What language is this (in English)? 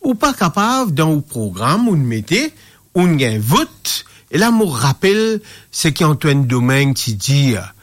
Morisyen